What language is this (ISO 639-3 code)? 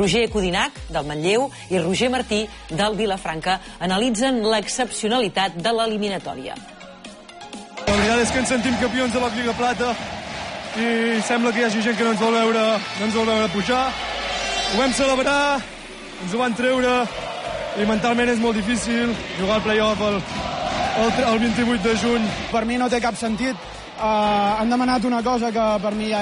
cat